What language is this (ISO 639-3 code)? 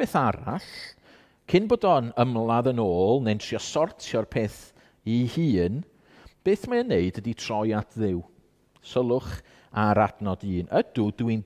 cym